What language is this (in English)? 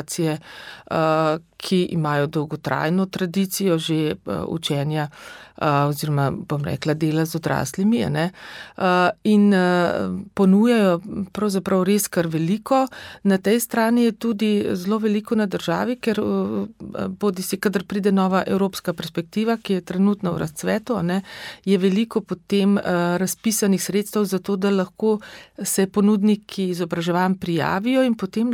Slovenian